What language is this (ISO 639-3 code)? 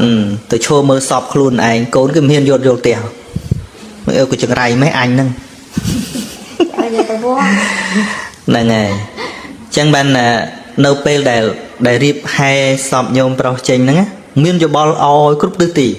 khm